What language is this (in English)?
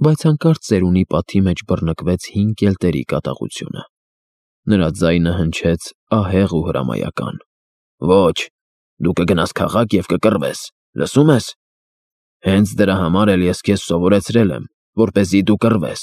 Armenian